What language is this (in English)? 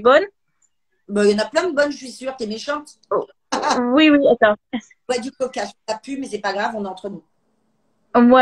French